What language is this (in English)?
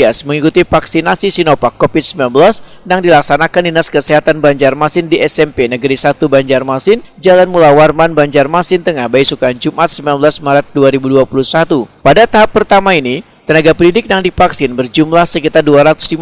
Banjar